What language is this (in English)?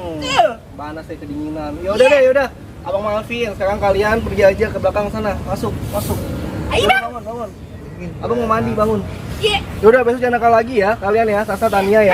Betawi